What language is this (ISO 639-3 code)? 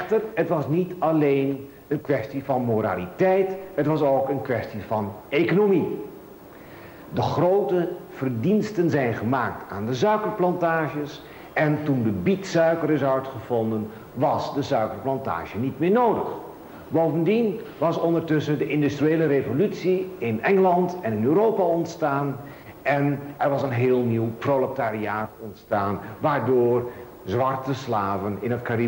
nld